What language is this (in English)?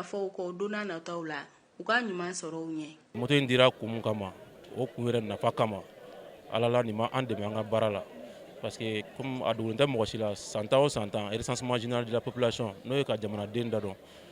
Bambara